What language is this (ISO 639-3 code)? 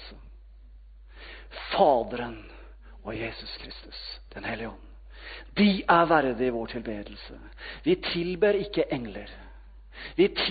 nor